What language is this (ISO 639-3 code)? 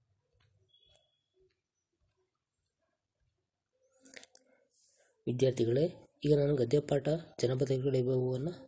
kan